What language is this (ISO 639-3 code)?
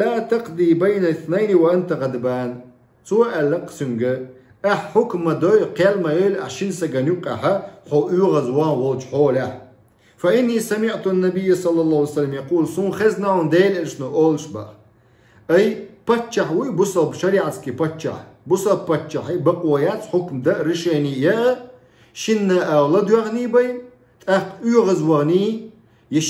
che